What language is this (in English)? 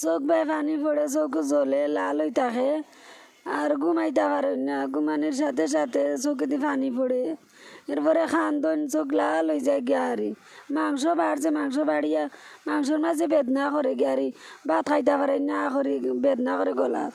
Sylheti